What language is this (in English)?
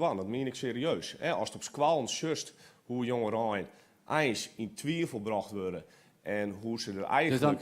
Western Frisian